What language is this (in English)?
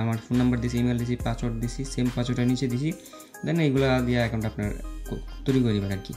Bangla